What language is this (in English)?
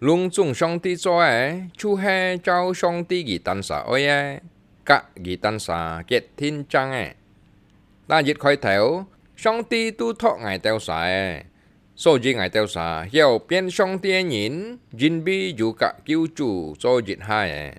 Hakka Chinese